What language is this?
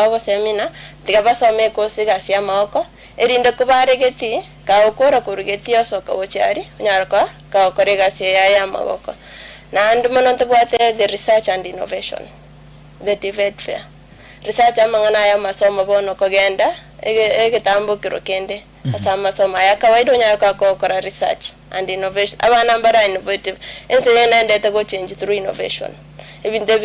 Gusii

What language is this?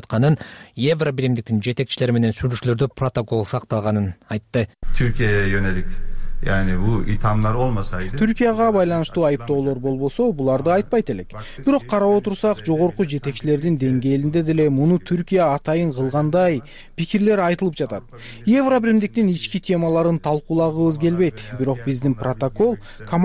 Kyrgyz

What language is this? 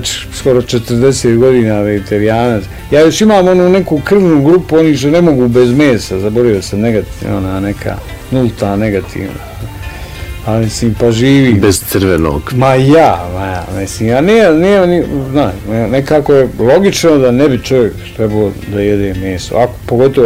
Bosnian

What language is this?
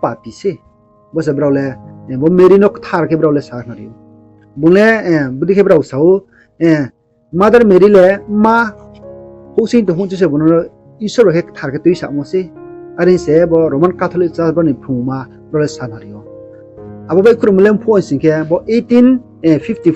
Riang (India)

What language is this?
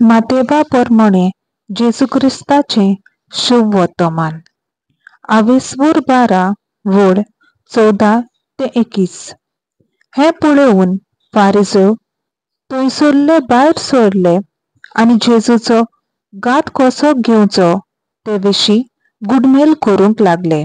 Konkani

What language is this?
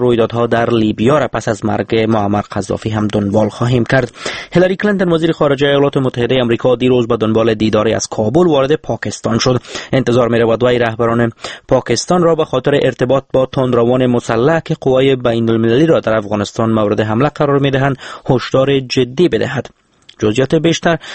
Persian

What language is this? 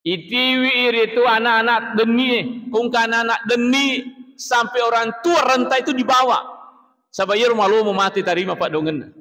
Buginese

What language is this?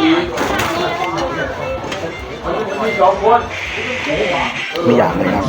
Northeastern Thai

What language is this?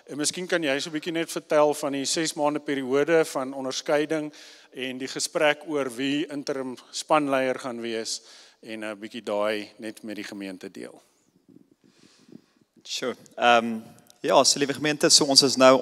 Afrikaans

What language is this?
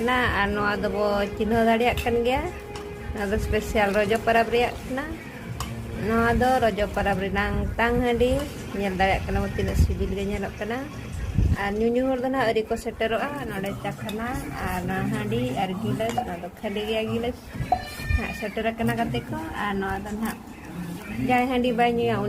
Santali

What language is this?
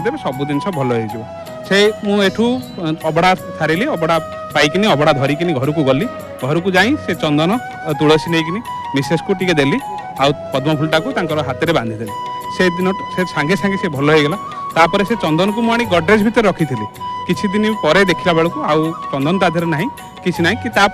Odia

